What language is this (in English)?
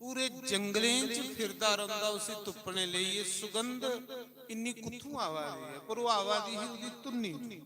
Dogri